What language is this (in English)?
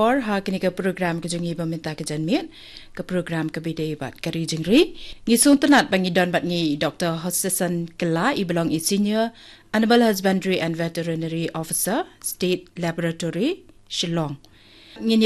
Khasi